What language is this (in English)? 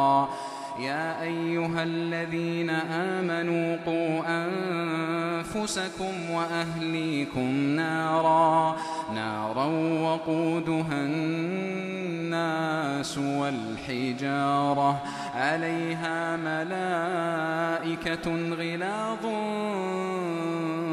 Arabic